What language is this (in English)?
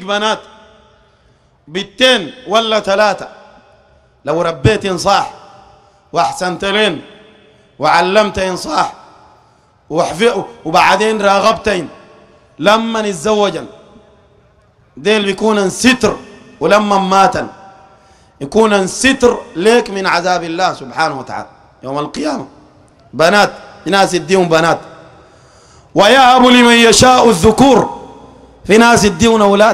Sudanese Arabic